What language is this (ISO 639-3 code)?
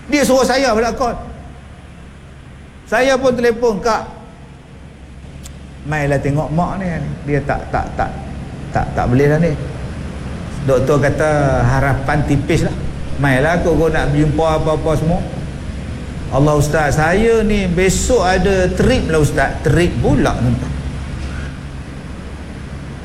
msa